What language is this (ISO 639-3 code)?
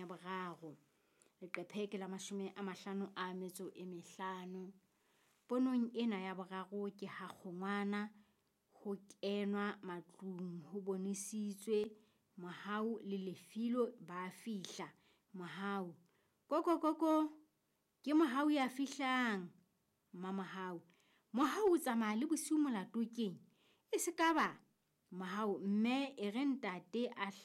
sot